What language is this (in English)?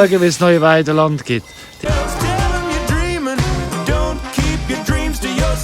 Swiss German